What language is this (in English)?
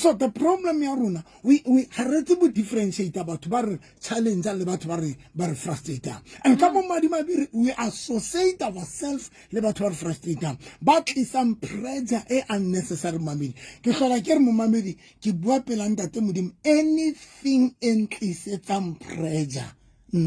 Southern Sotho